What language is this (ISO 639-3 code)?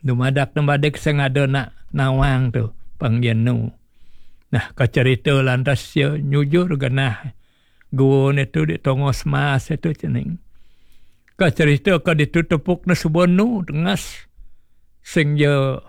ban